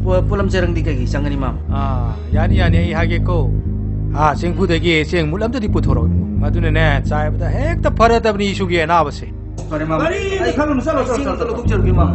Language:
Manipuri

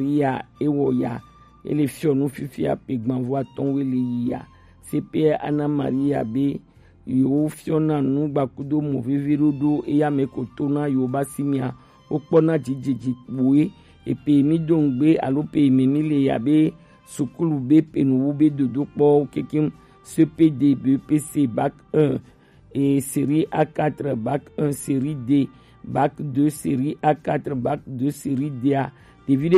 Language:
Gen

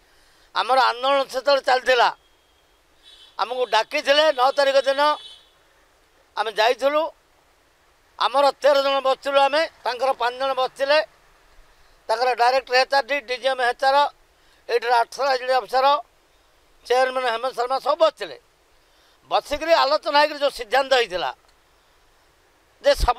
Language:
Odia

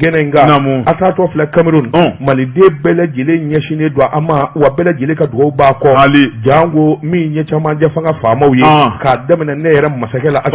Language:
Bambara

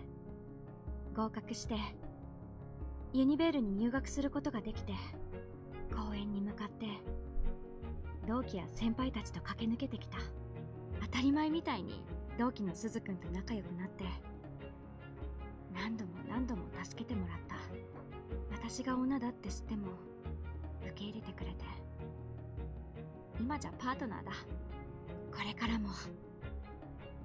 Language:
Japanese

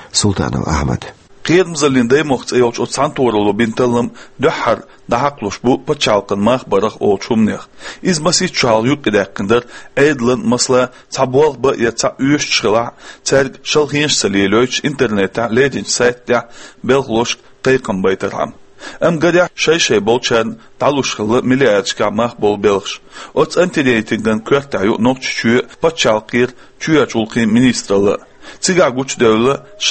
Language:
Chechen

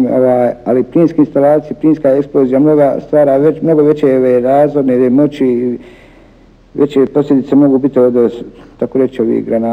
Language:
Bosnian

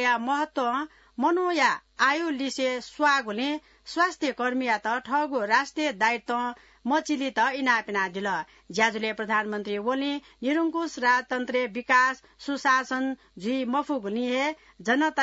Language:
Newari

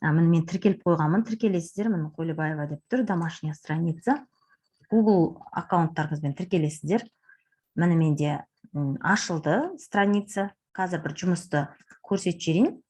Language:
Kazakh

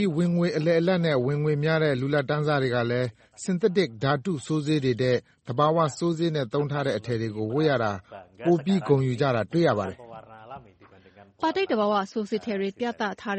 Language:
Burmese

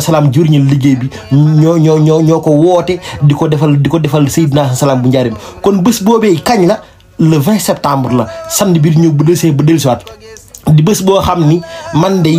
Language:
Wolof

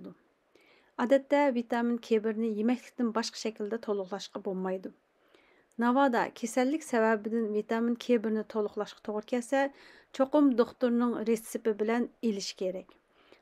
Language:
Uyghur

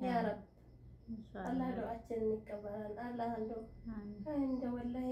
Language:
Amharic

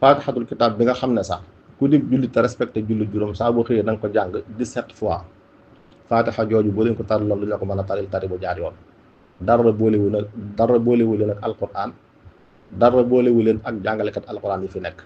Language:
Wolof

